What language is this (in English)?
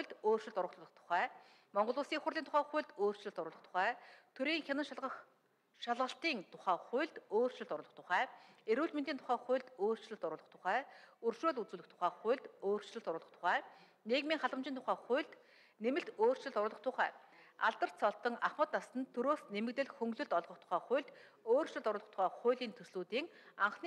Mongolian